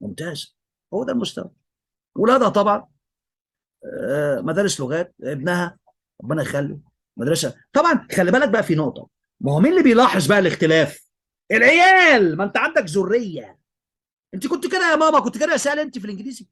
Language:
Egyptian Arabic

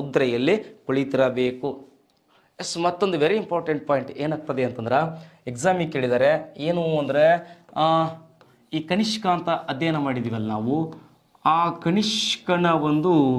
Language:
Kannada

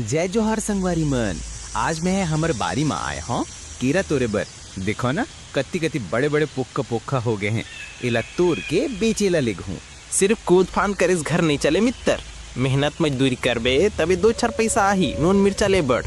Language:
Chhattisgarhi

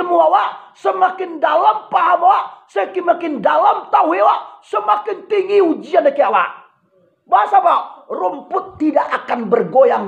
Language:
Minangkabau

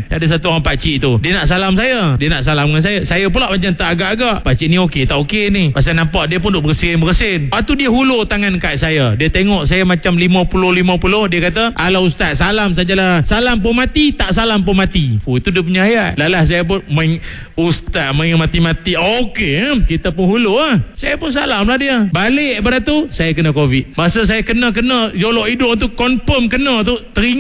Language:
Malay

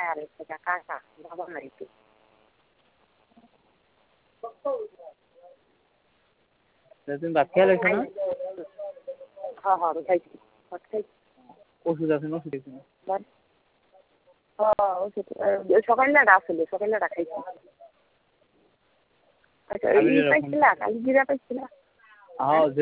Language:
Bangla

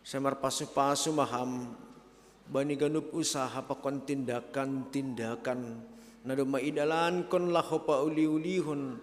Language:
Batak Simalungun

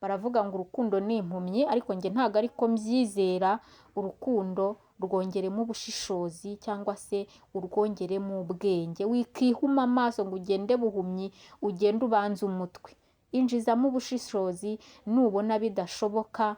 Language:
Kinyarwanda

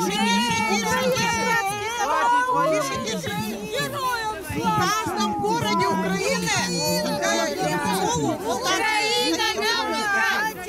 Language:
Russian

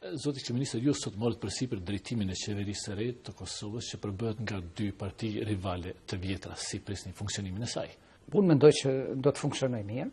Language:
Albanian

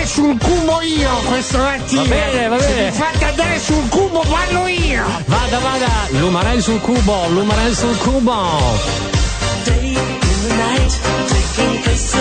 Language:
Italian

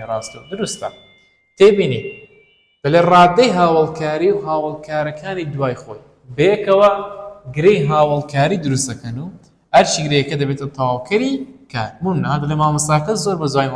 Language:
Central Kurdish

